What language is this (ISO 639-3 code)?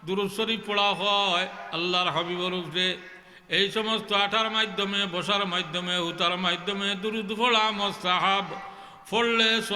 syl